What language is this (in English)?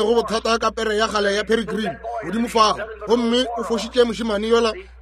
Northern Sotho